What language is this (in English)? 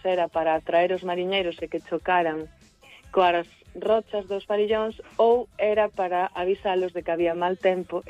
Galician